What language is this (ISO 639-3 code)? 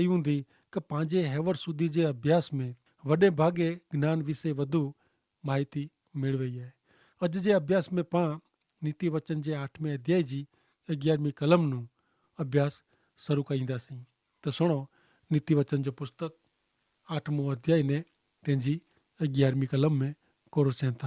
kfr